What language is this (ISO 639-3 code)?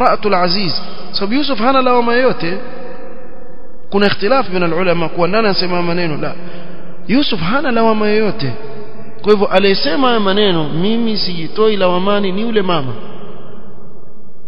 swa